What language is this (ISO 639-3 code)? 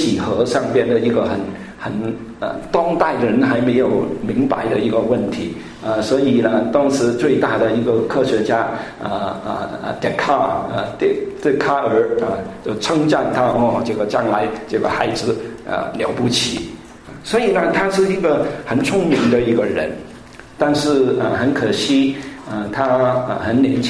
zho